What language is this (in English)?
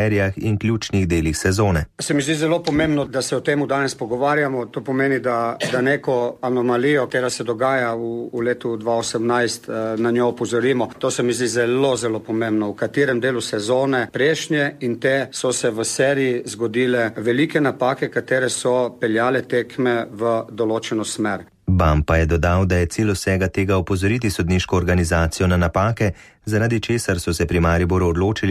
Slovenian